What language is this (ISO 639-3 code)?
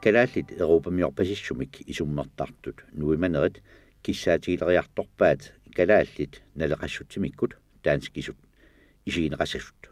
kal